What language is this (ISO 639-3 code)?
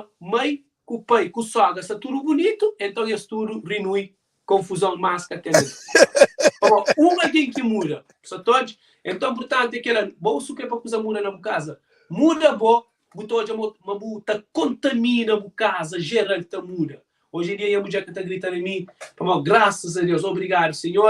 kea